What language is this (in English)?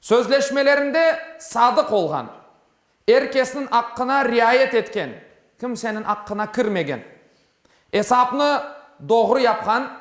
Crimean Tatar